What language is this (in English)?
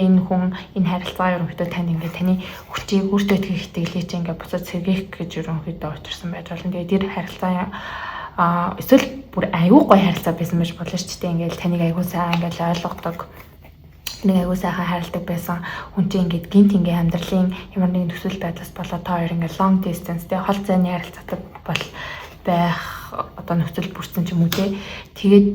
Mongolian